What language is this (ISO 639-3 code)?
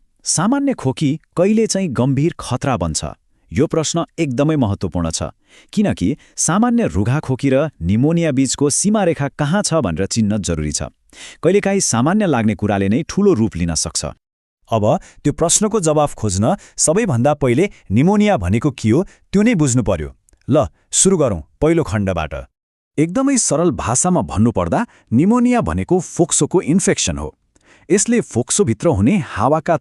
nep